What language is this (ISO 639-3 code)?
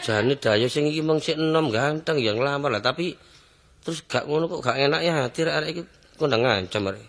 jav